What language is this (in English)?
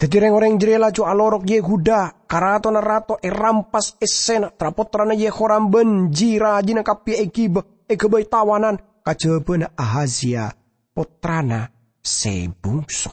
Madurese